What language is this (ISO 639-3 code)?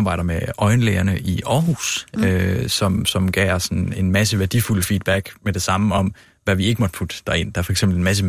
dan